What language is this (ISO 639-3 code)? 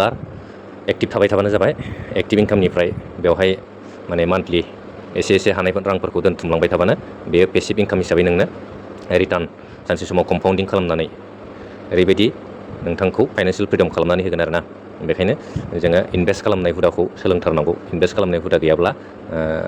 brx